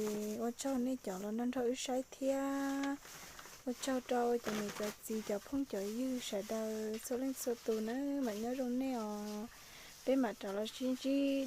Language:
Hmong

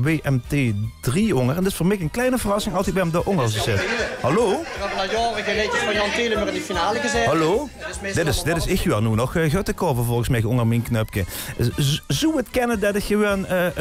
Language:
Limburgish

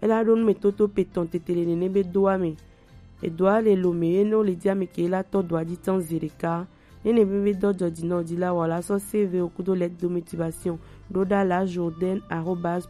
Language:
Gen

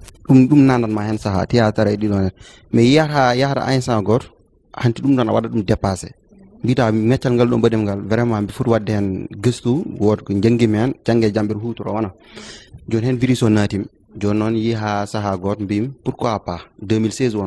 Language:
Fula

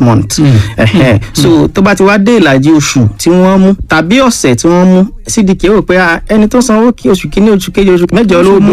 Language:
Yoruba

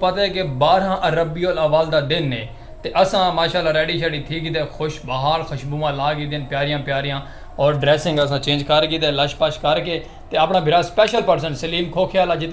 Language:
Saraiki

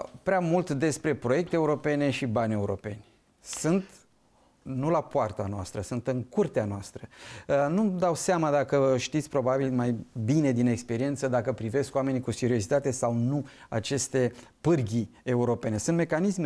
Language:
Romanian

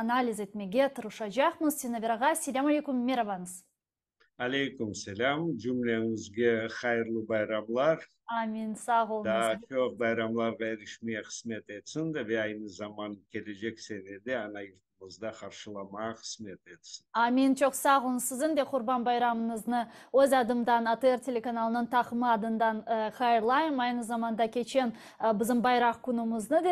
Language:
Crimean Tatar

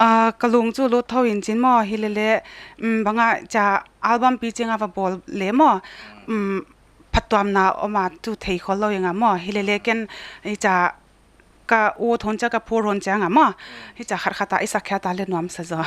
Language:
Paite Chin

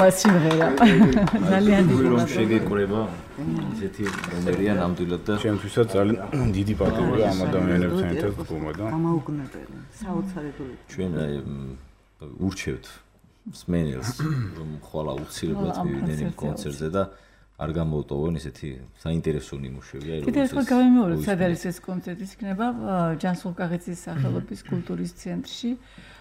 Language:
Georgian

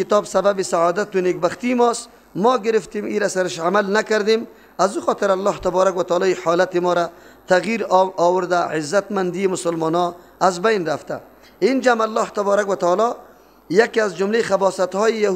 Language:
Persian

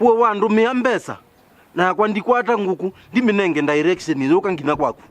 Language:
Kamba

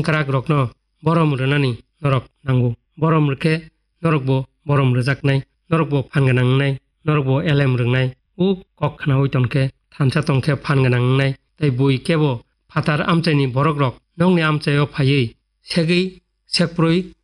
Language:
Kok Borok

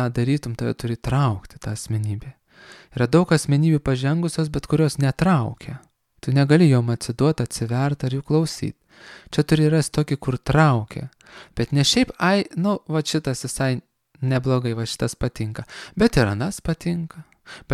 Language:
Lithuanian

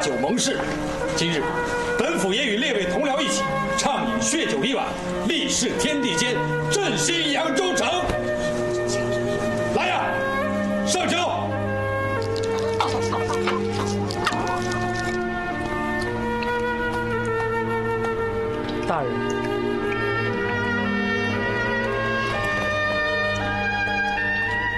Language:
Chinese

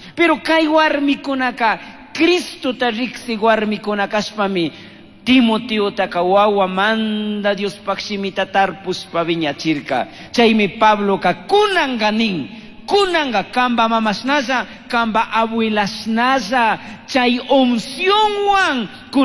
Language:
Chimborazo Highland Quichua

